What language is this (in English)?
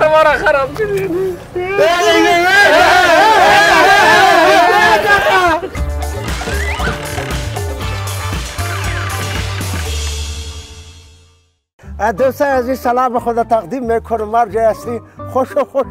Persian